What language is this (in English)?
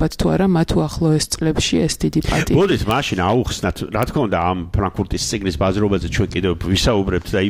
Georgian